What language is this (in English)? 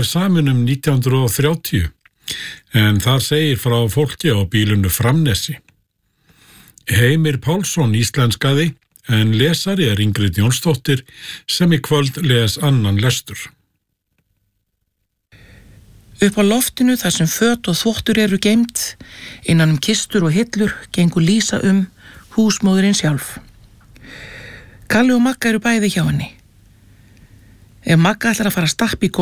Icelandic